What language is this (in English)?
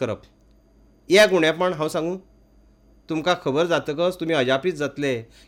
Konkani